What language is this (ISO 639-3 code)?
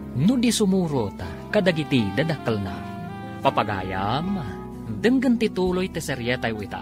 ilo